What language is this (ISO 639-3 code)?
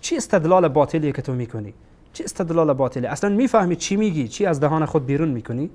fas